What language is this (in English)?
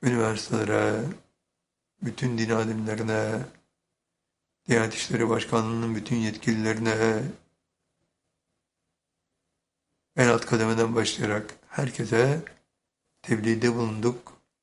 Turkish